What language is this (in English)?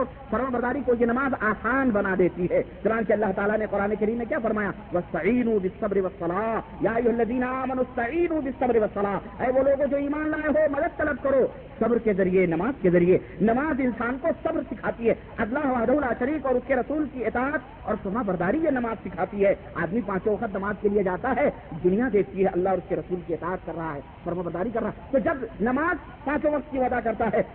Urdu